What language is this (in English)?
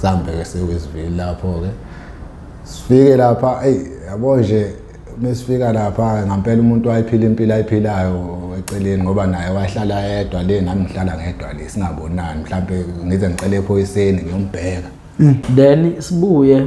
Zulu